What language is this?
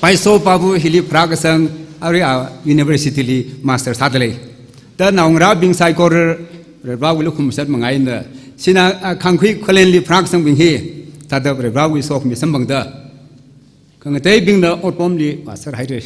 Tangkhul Naga (India)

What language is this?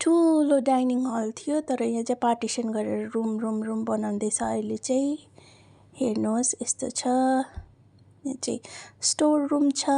Nepali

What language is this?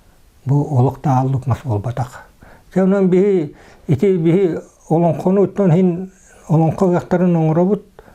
Yakut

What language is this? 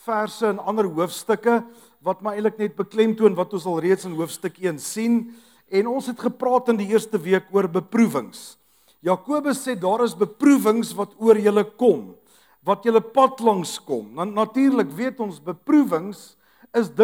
Afrikaans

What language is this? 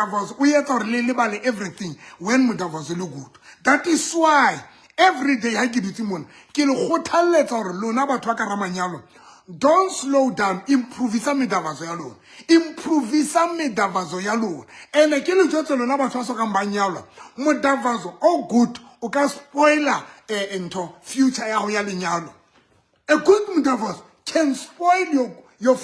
Southern Sotho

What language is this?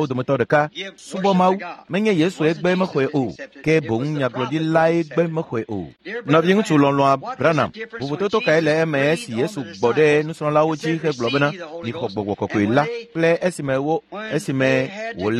Ewe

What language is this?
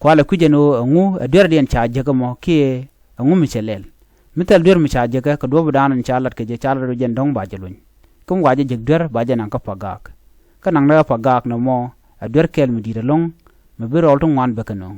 Nuer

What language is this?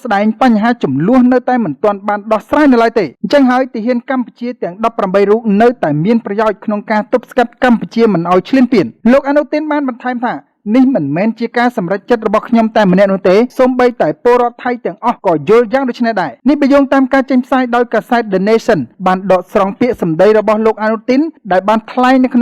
Khmer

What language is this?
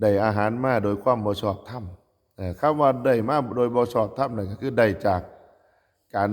Northeastern Thai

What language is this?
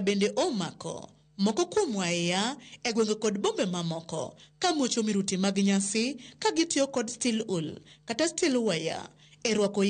Luo (Kenya and Tanzania)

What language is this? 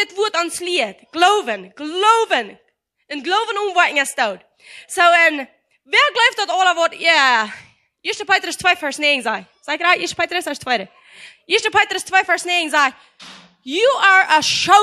Plautdietsch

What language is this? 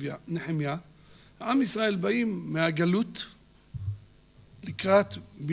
Hebrew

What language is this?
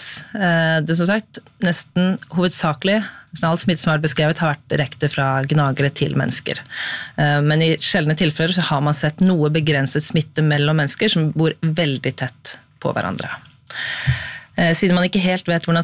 Norwegian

